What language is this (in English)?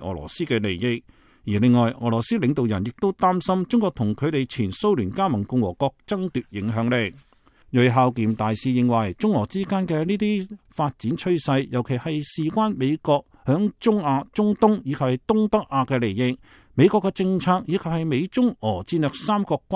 Cantonese